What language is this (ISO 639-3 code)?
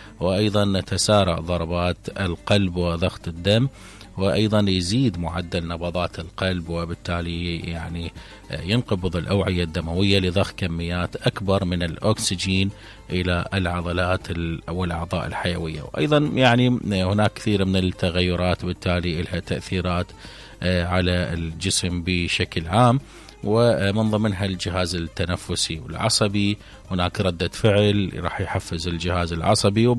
acm